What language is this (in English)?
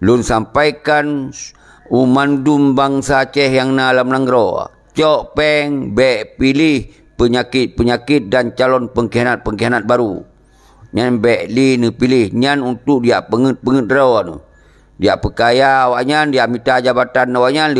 Achinese